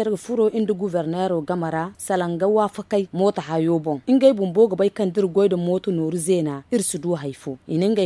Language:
Zarma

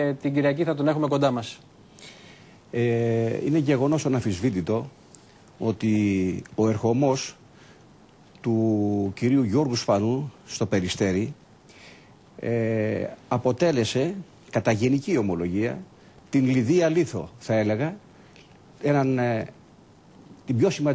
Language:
Greek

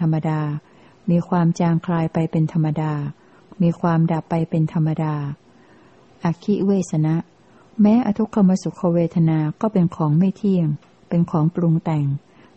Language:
Thai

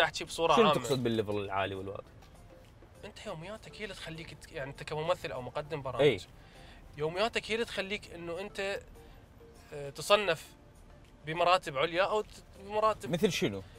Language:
Mesopotamian Arabic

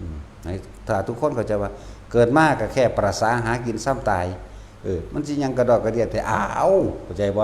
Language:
Northeastern Thai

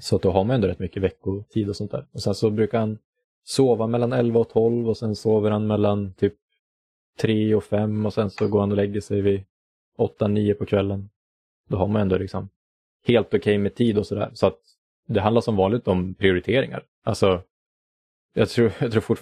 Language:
Swedish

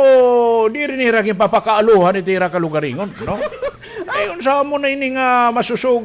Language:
Waray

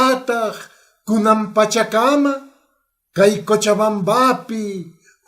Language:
Quechua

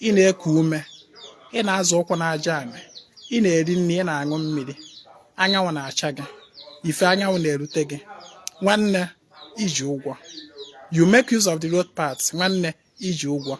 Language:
Igbo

